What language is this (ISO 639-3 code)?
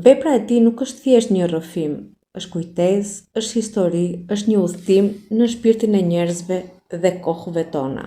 sqi